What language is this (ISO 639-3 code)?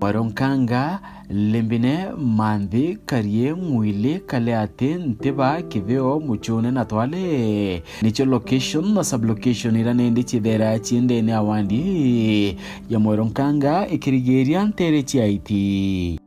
mer